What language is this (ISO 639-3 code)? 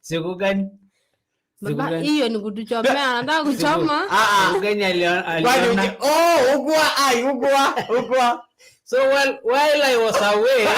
mas